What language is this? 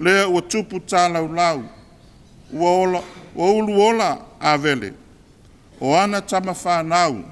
Samoan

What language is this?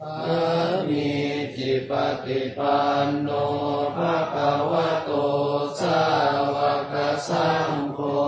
Pali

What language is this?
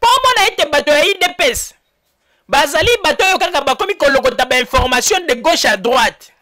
Lingala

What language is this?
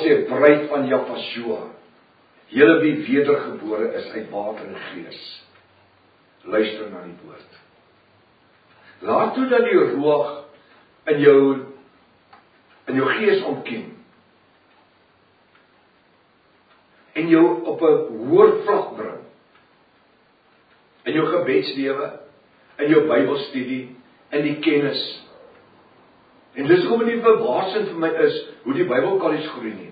Afrikaans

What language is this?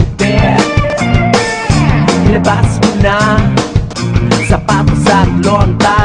Filipino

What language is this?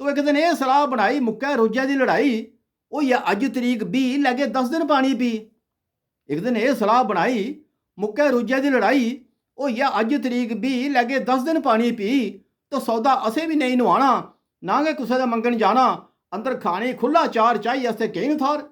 Dogri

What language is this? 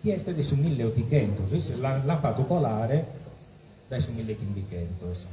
Sardinian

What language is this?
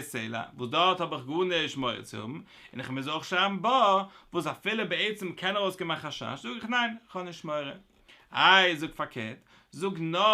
Yiddish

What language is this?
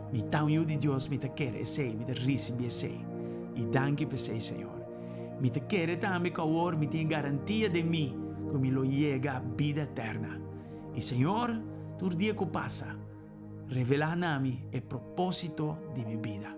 Papiamento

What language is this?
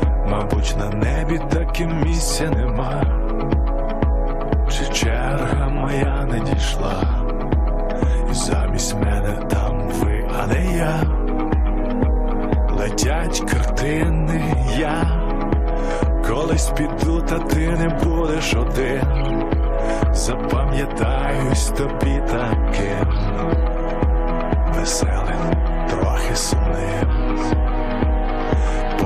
Ukrainian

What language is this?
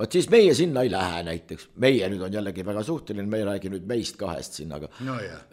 Estonian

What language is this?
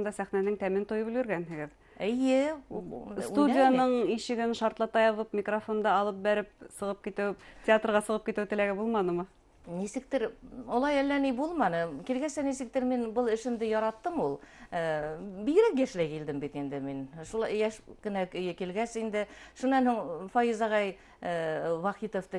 Bashkir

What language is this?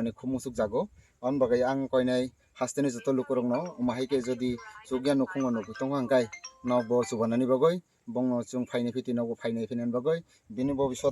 Kok Borok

